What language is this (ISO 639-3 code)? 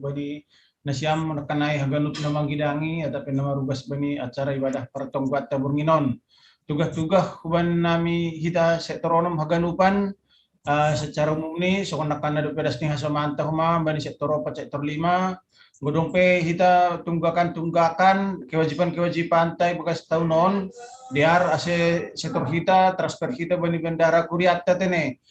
bts